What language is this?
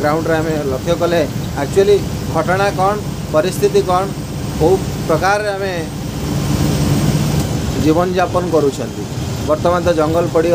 Odia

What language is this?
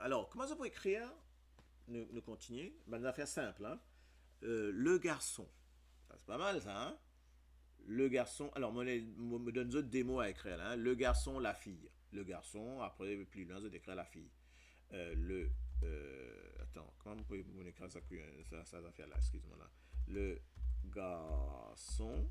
Morisyen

